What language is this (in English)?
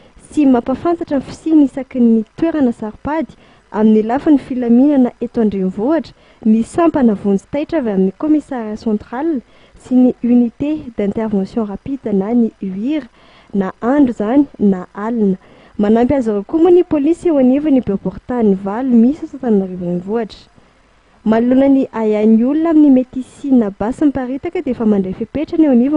Malagasy